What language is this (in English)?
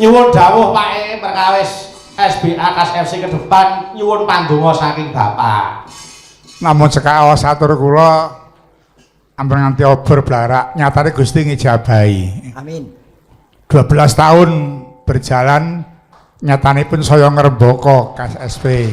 Javanese